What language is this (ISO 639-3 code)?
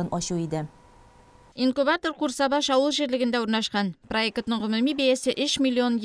tat